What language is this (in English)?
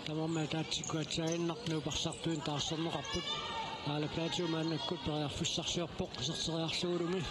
Kalaallisut